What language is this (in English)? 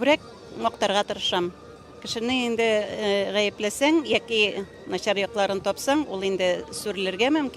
Tatar